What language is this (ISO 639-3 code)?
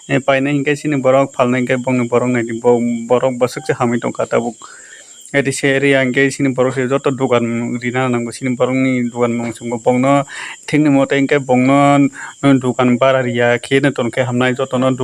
trp